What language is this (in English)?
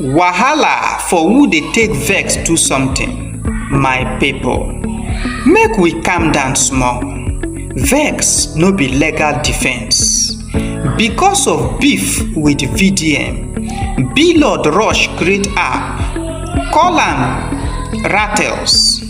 Nigerian Pidgin